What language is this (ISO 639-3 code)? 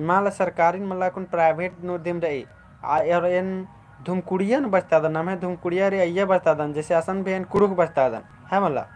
kru